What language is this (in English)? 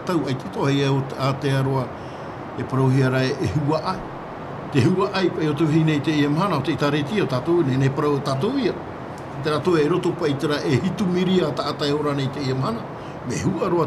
Tahitian